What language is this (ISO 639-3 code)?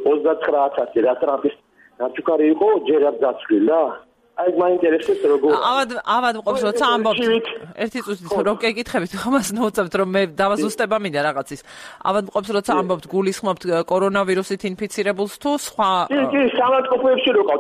kat